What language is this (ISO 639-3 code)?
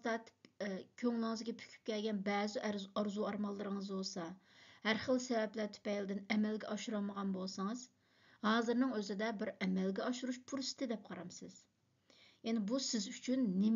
uig